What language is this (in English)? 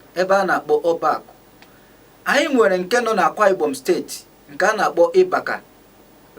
Igbo